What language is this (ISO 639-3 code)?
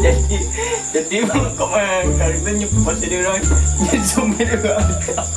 min